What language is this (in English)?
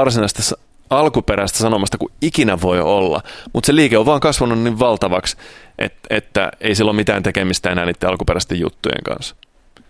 Finnish